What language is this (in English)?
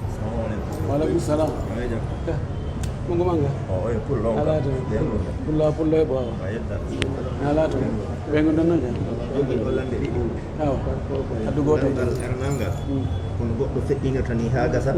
Pular